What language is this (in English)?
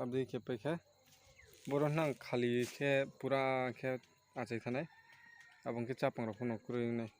Riang (India)